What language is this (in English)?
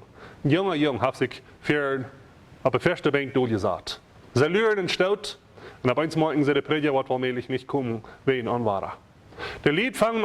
Plautdietsch